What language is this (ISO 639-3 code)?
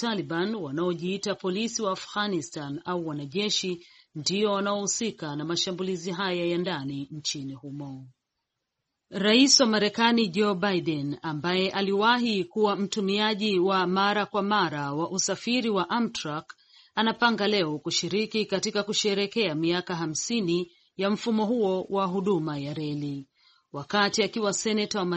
swa